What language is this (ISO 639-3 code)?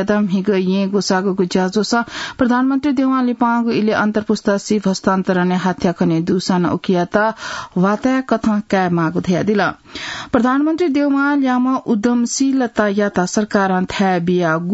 new